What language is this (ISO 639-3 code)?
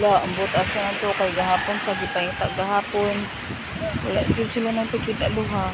ceb